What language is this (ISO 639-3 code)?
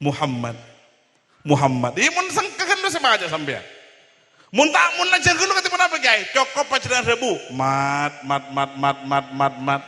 mad